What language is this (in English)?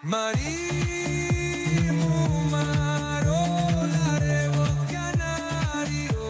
Yiddish